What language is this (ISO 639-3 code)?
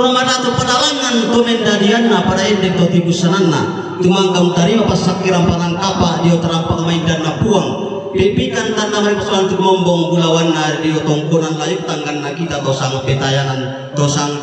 sda